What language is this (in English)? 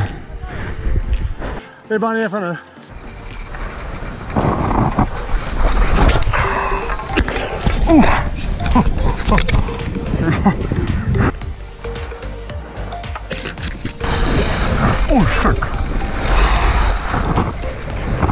Swedish